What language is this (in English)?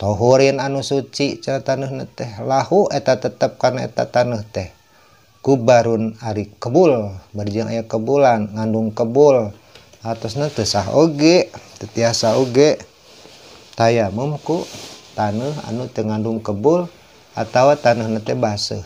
Sundanese